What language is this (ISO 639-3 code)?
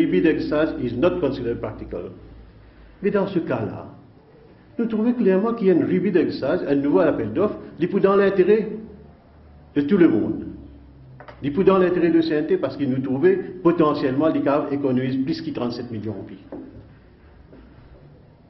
fra